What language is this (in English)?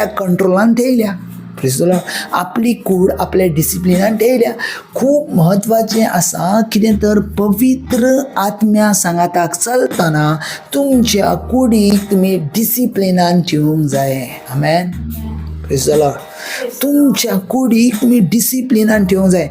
Konkani